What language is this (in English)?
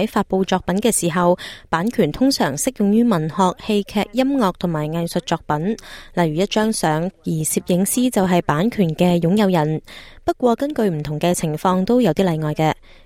Cantonese